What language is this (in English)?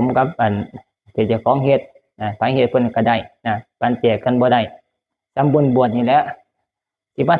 Northeastern Thai